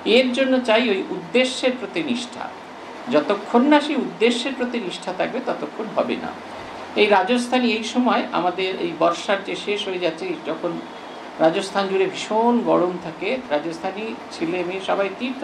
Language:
Bangla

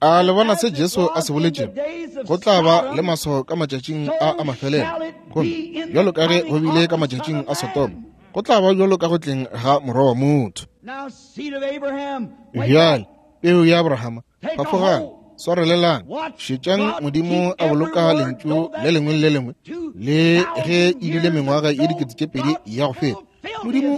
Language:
Northern Sotho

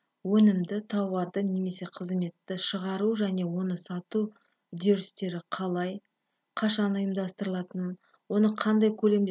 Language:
Kazakh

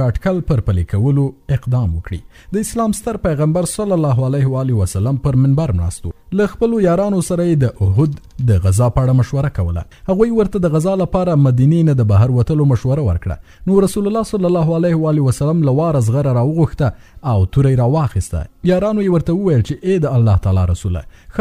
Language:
Pashto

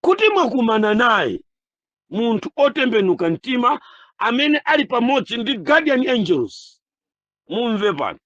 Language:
Nyanja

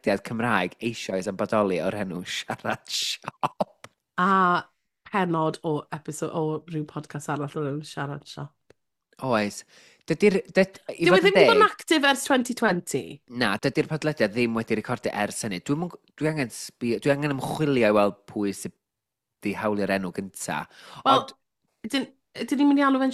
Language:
Welsh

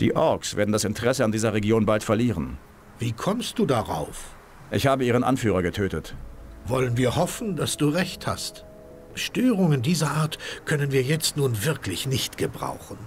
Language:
Bavarian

